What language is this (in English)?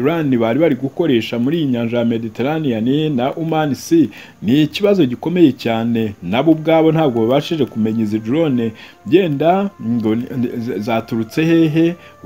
Kinyarwanda